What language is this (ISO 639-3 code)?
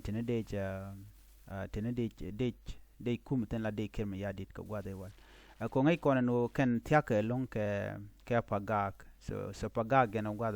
nus